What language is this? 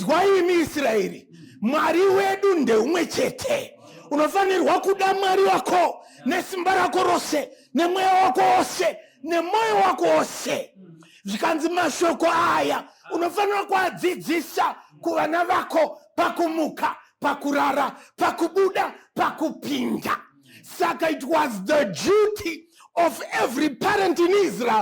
Shona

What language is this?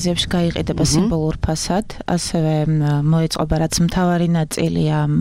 Georgian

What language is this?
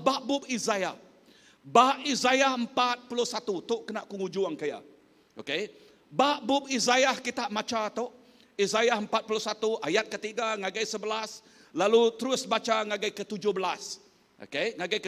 Iban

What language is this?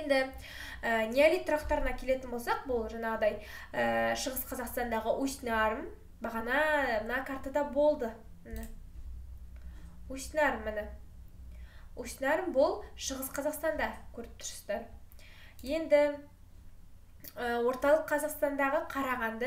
Kazakh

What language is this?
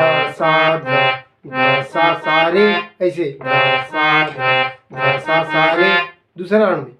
Chhattisgarhi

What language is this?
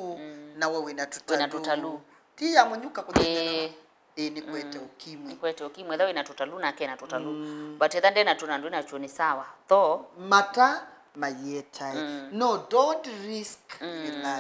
Kamba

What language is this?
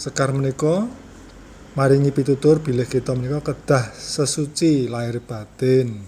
Javanese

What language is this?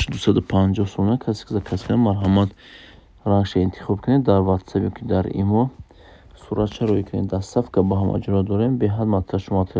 Tajik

